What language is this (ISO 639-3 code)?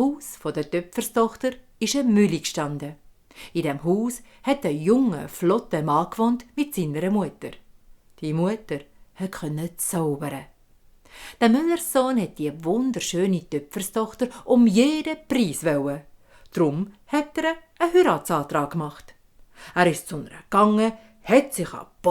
gsw